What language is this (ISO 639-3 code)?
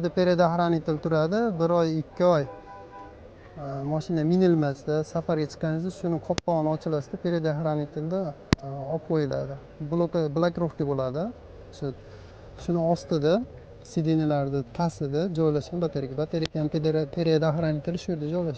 uzb